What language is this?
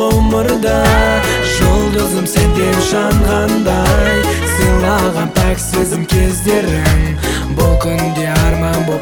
Kazakh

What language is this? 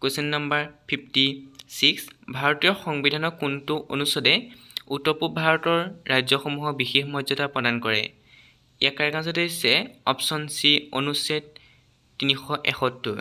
Assamese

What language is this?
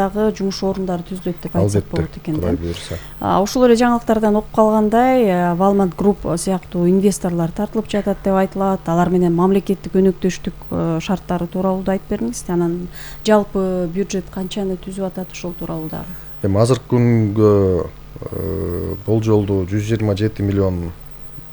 Kyrgyz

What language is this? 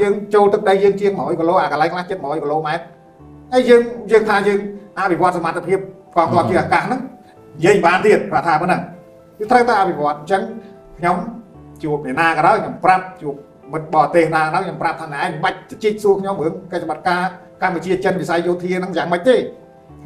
Khmer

